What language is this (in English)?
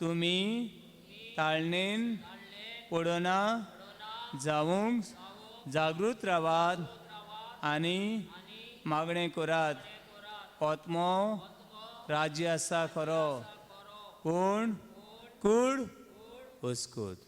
Konkani